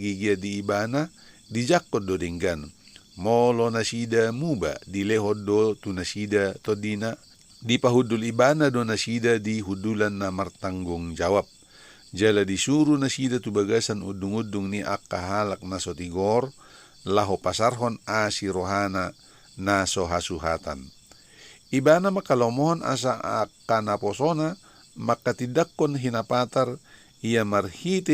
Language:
Batak Toba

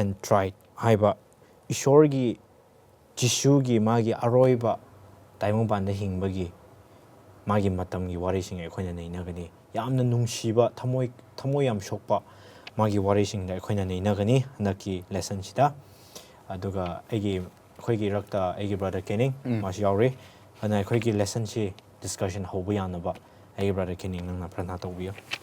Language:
Manipuri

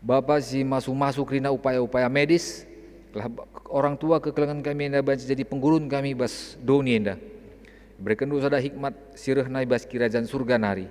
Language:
Batak Karo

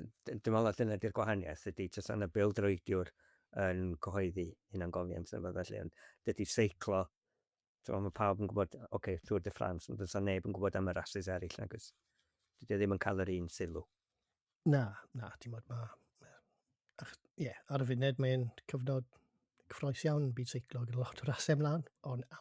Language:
Welsh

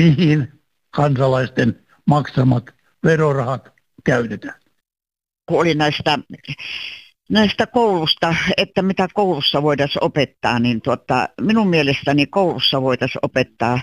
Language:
Finnish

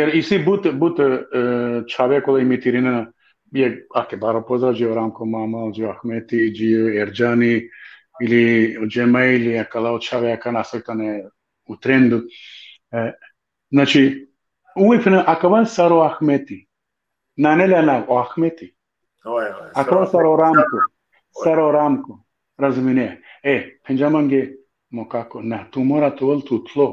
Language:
Balkan Romani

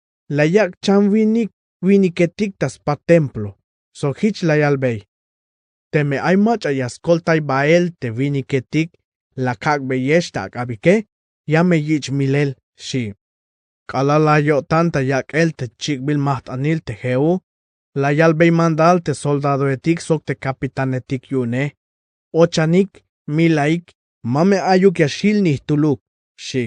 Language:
Tzeltal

